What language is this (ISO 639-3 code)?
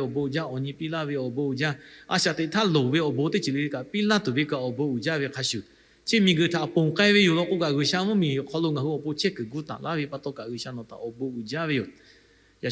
lhu